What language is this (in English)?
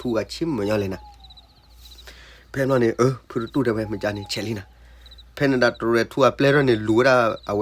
S'gaw Karen